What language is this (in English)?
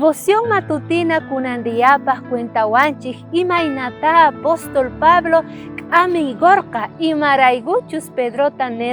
South Bolivian Quechua